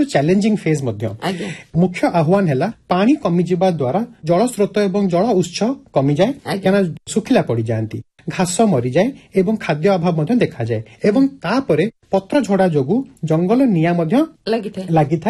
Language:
Odia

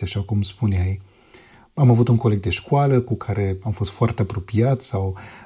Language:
Romanian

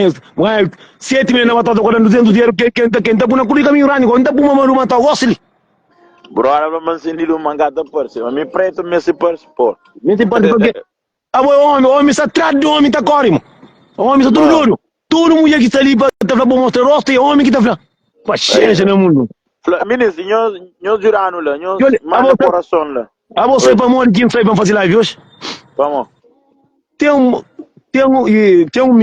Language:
Kabuverdianu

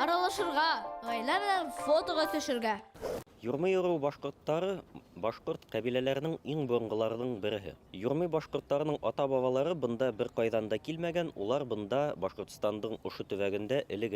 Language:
Bashkir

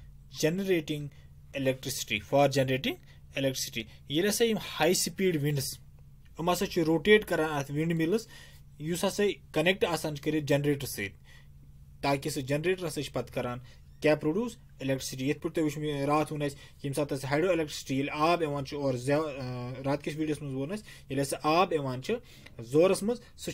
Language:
Kashmiri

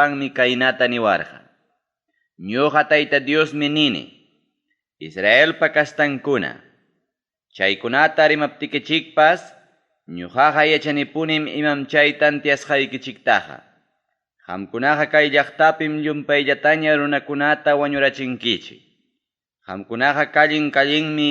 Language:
Ayacucho Quechua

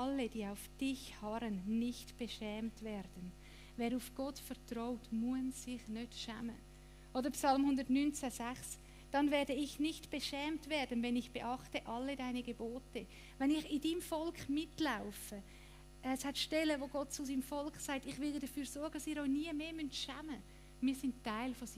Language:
Swiss German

